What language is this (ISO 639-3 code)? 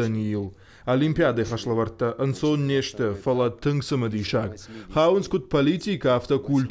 oss